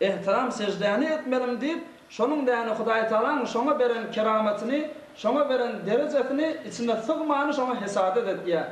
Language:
Turkmen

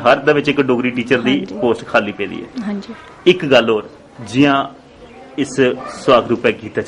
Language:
Dogri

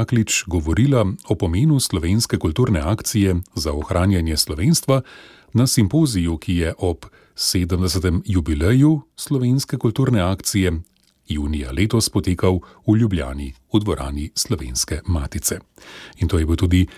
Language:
Slovenian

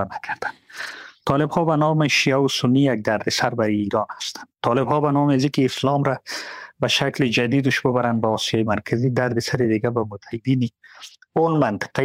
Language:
Persian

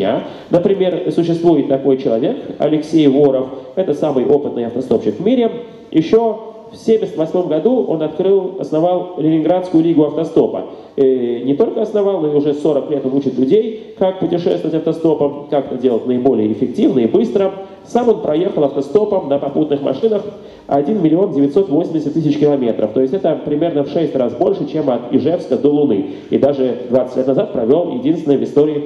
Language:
Russian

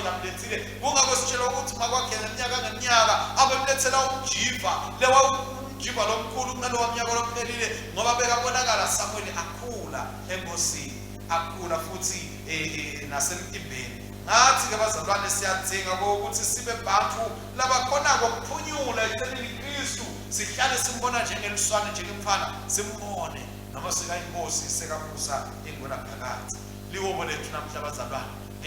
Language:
Swati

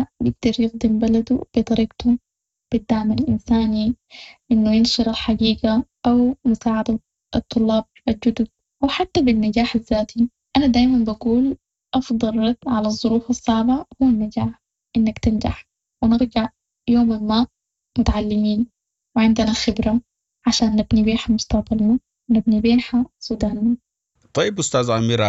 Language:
Sudanese Arabic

